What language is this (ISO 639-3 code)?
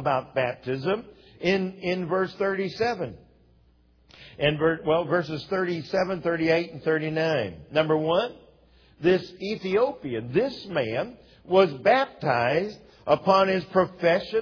eng